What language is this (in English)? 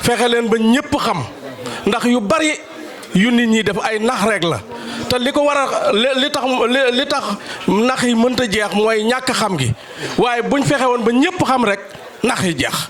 Wolof